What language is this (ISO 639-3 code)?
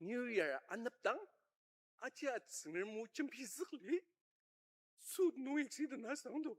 njo